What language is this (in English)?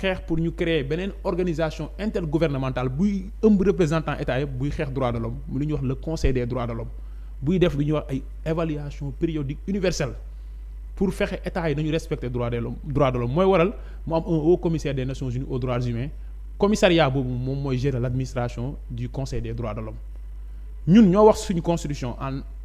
Wolof